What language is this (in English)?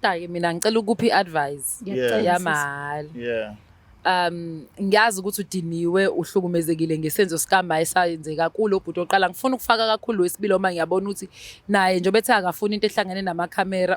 Zulu